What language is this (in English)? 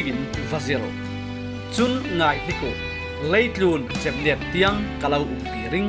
Falam Chin